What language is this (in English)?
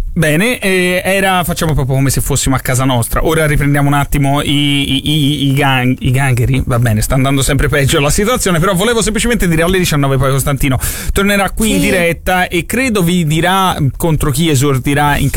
Italian